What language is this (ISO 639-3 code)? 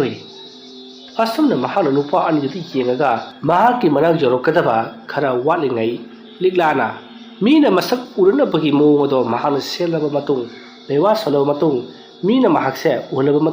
mni